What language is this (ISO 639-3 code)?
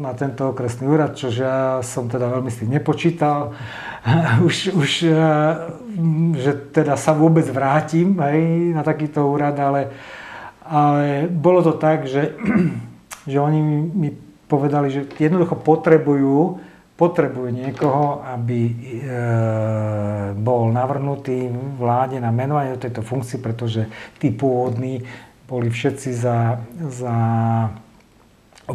slk